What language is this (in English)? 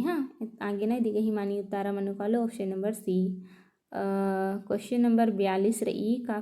Kurukh